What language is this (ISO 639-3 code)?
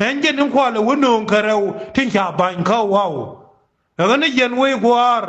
nus